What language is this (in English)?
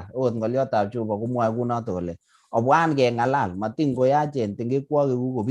Kalenjin